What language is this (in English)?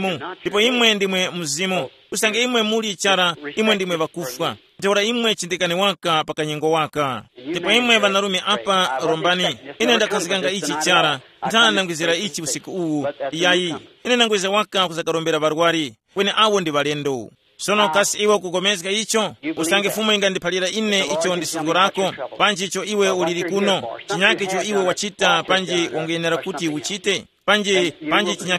Tumbuka